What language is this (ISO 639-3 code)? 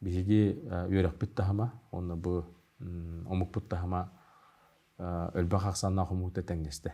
sah